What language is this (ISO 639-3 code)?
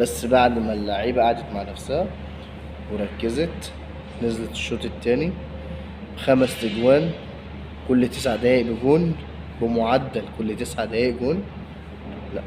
arz